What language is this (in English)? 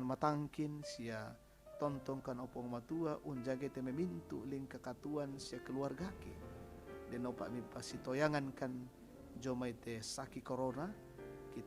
Toraja-Sa'dan